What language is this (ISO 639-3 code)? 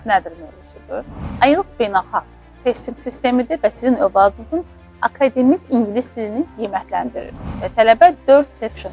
aze